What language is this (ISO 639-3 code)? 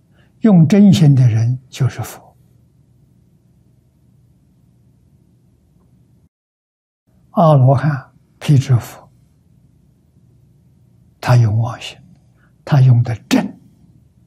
zho